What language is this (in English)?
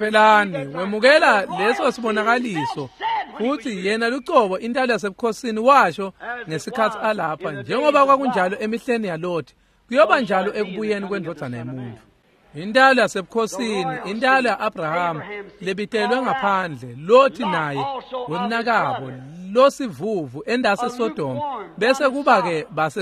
Swati